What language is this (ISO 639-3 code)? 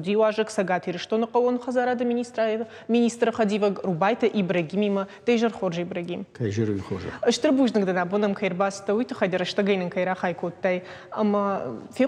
oss